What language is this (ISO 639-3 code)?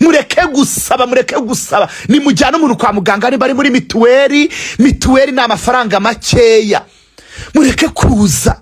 kin